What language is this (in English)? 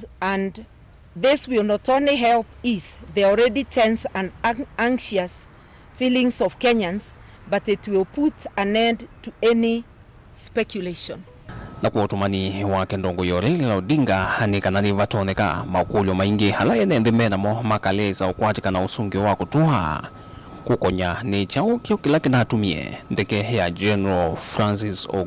Kamba